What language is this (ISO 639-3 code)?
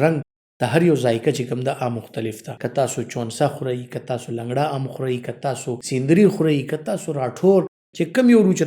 pus